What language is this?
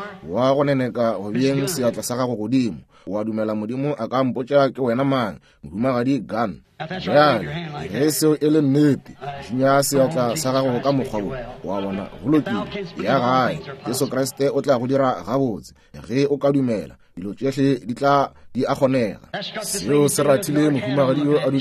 Northern Sotho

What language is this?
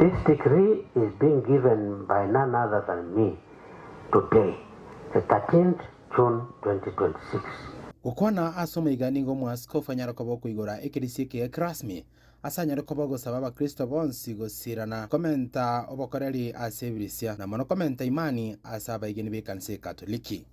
Gusii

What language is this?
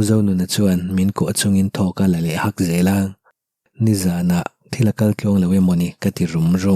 Mizo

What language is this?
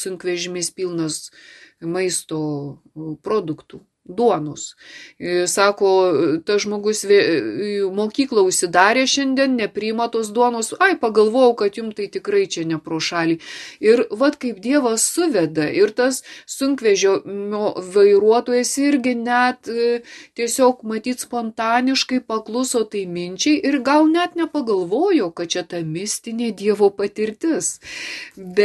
Lithuanian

